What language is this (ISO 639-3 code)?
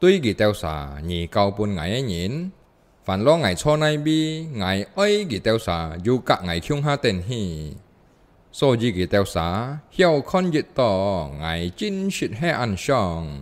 hak